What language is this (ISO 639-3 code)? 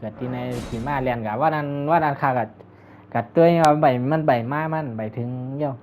shn